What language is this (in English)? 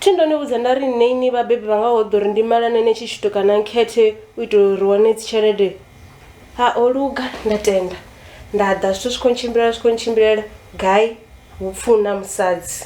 Venda